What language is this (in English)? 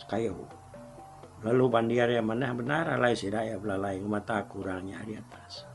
Iban